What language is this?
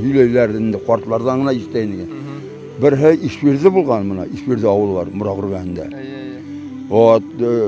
Bashkir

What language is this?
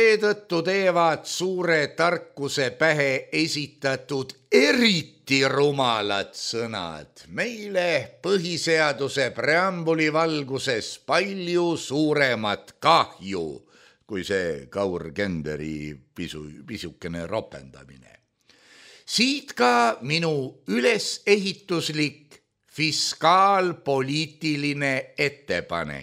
Estonian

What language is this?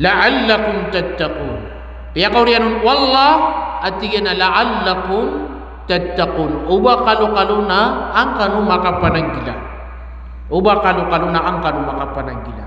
Maranao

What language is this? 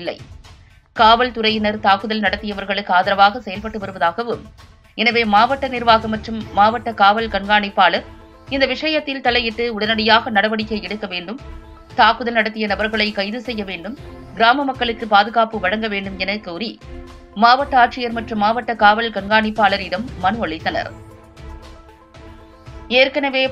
Tamil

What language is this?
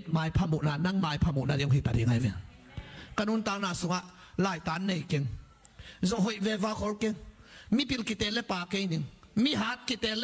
Tedim Chin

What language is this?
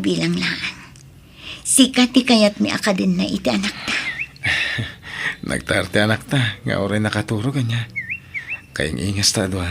Iloko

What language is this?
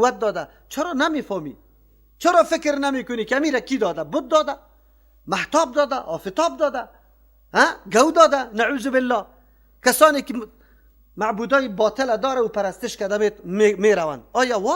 Persian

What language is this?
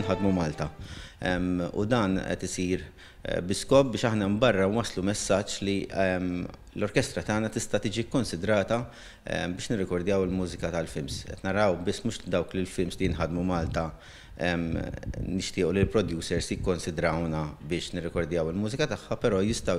Maltese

